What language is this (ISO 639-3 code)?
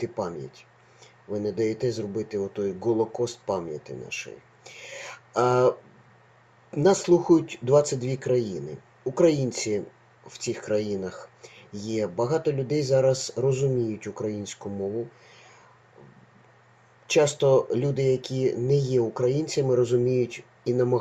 ukr